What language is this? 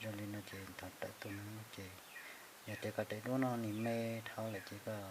Hmong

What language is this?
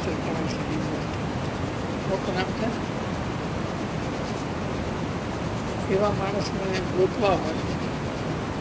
Gujarati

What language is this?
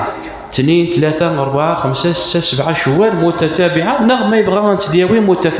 Kabyle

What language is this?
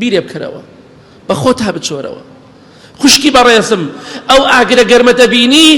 Central Kurdish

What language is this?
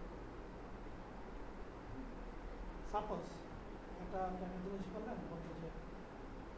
Bangla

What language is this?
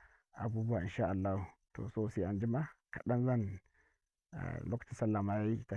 Hausa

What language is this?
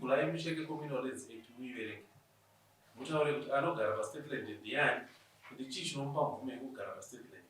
Shona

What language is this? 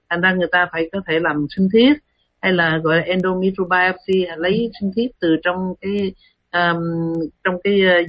Vietnamese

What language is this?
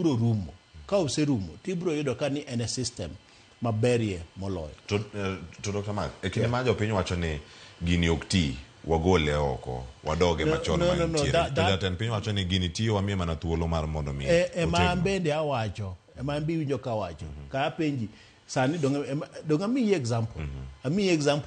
Luo (Kenya and Tanzania)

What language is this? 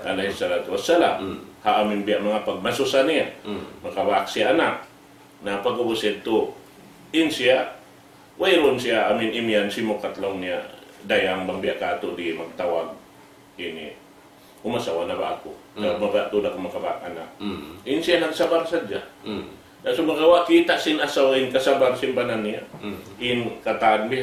Tausug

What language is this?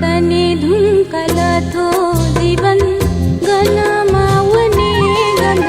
Newari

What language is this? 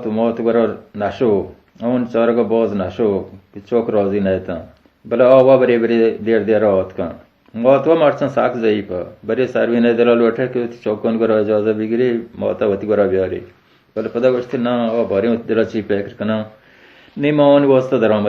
Baluchi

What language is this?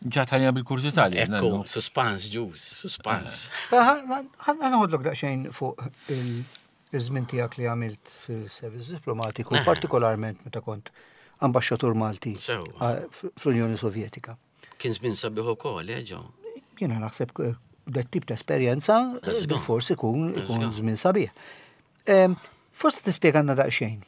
Maltese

